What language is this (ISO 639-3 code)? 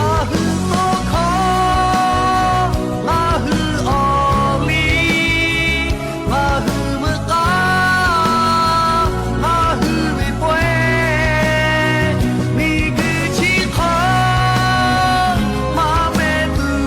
lhu